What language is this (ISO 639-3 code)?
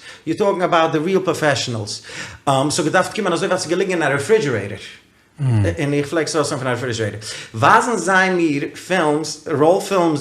yid